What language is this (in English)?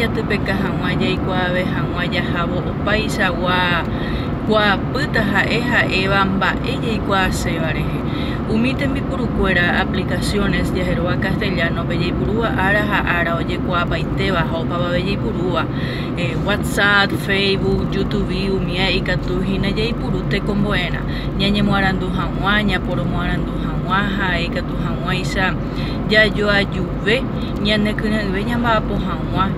Guarani